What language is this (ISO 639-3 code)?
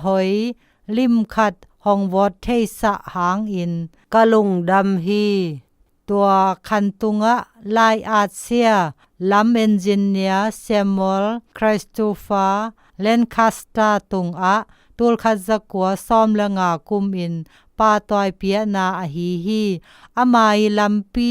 zom